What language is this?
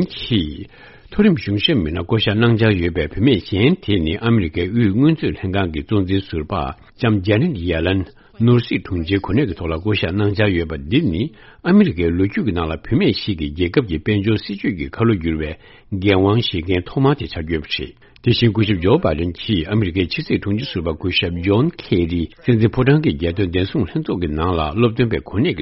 Tibetan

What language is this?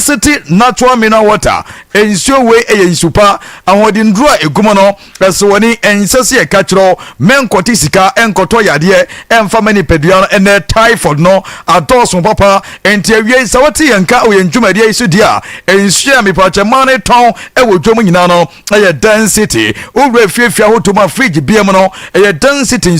Akan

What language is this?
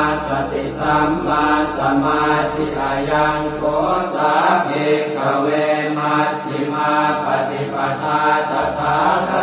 Pali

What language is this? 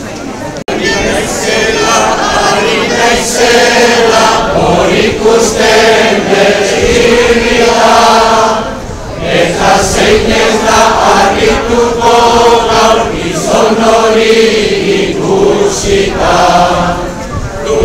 Basque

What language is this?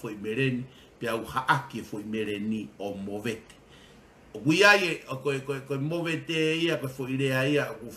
Tongan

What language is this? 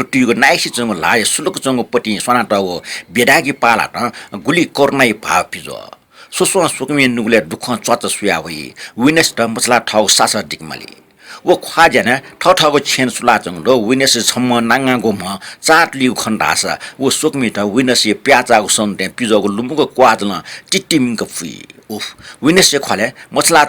Newari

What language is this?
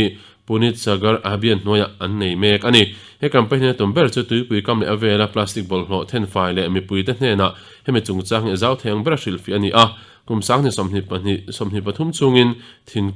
Mizo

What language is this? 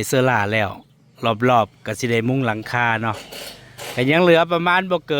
Northeastern Thai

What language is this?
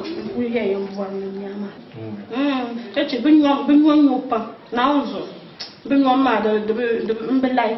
Dagbani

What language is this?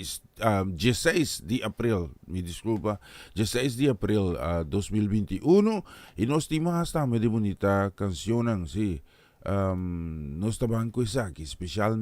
Papiamento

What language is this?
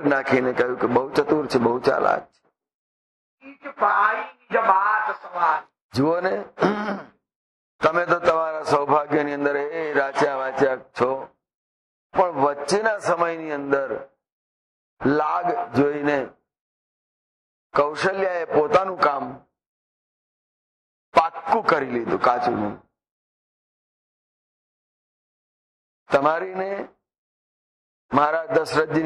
Gujarati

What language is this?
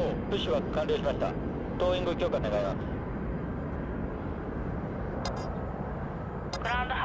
Japanese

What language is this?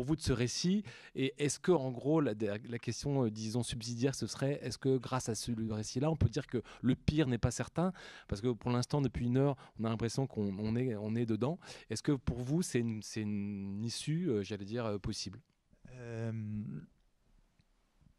French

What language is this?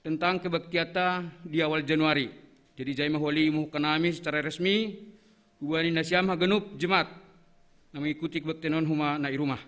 Batak Simalungun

